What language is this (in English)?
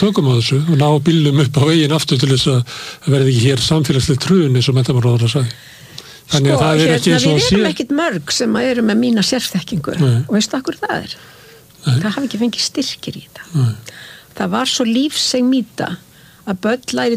Icelandic